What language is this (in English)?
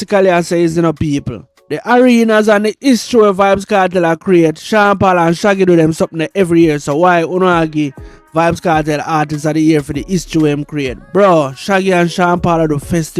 Jamaican Creole English